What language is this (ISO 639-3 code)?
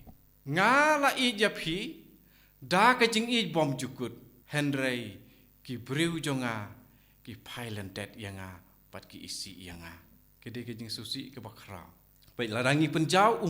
kha